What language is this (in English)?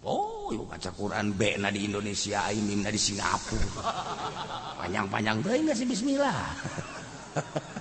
Sundanese